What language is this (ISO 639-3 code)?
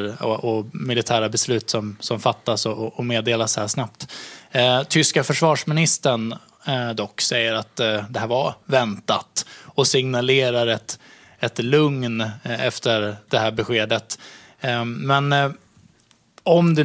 swe